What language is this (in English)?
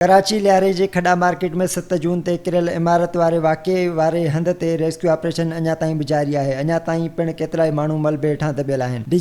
Sindhi